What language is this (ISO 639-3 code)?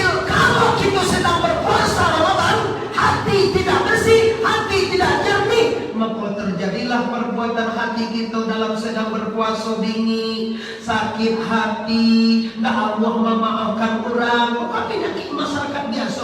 min